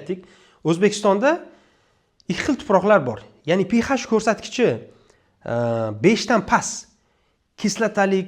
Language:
Uzbek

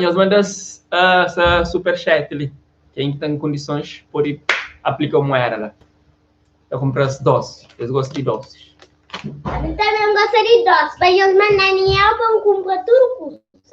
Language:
Kabuverdianu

